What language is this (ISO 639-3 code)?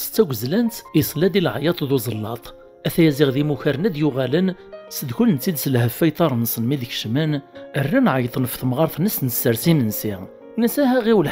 kab